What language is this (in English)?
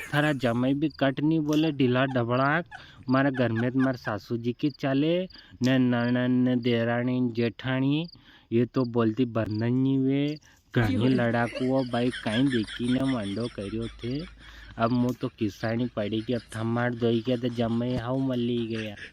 Rajasthani